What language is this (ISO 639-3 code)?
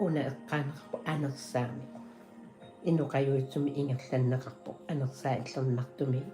kal